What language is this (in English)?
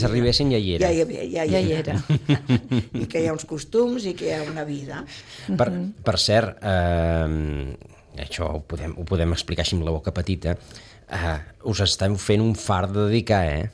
Catalan